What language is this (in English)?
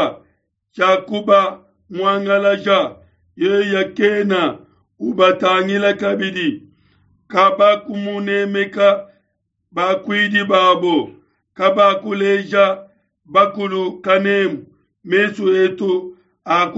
Luba-Lulua